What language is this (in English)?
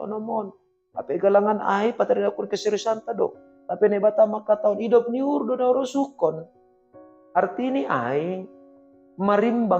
Batak Simalungun